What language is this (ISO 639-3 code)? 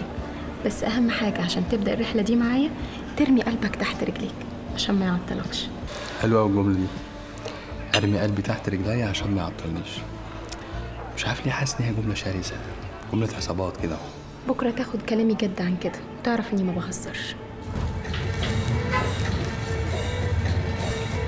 arz